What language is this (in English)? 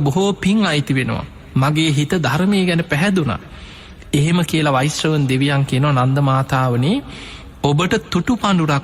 Sinhala